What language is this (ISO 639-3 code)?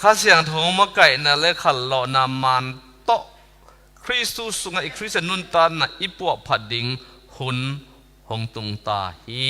ctd